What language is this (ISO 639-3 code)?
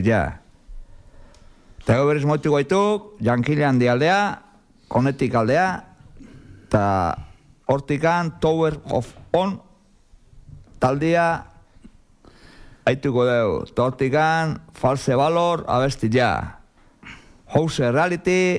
eus